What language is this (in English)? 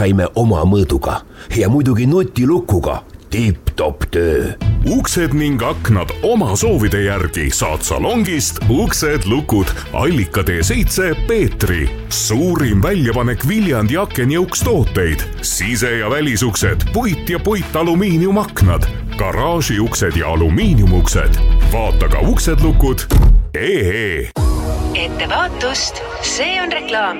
Estonian